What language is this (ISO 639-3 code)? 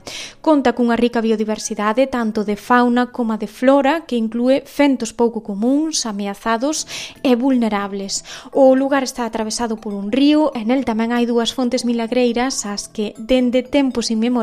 glg